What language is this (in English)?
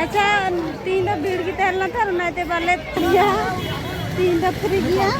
Santali